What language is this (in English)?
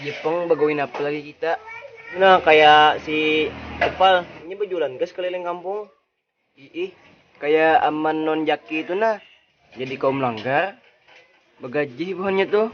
Banjar